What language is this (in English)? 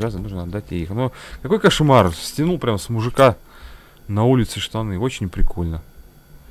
Russian